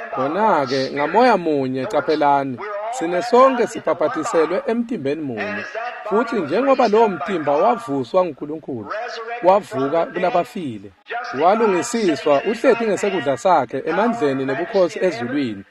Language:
Swati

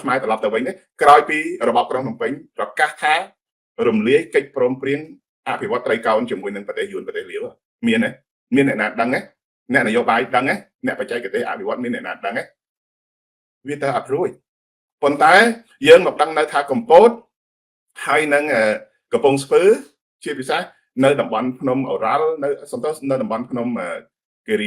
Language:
Khmer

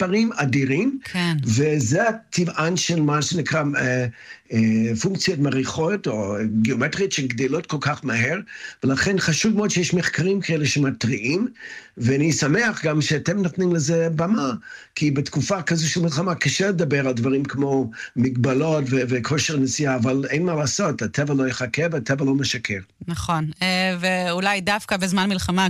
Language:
Hebrew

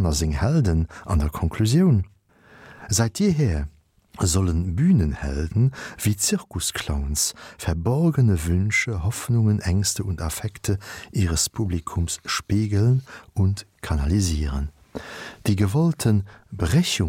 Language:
Luxembourgish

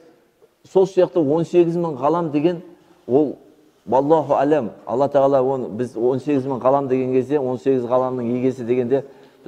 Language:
Kazakh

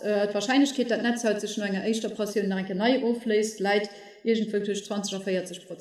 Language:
Luxembourgish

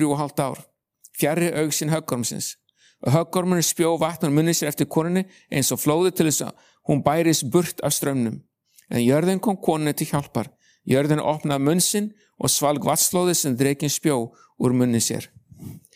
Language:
Icelandic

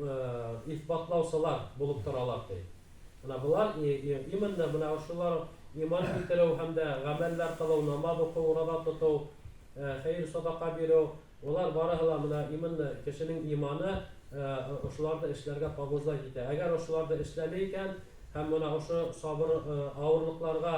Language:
Bashkir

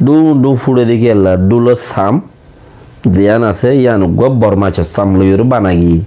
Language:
Rohingya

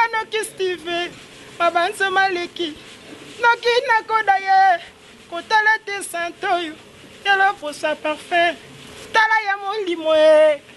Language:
Lingala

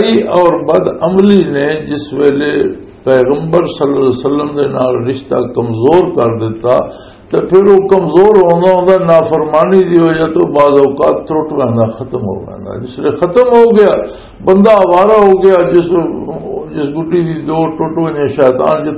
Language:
Western Panjabi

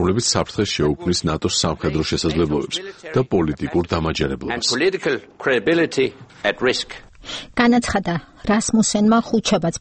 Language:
Georgian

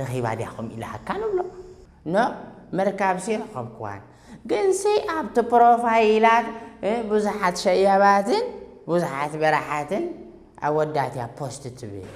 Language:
Tigrinya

